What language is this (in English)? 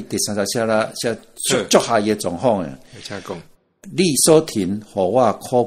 Min Nan Chinese